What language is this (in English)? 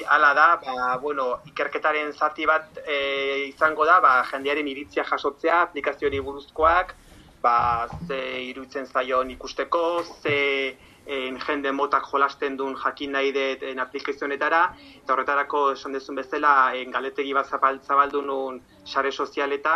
Basque